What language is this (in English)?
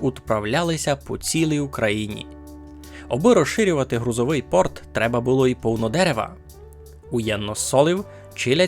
Rusyn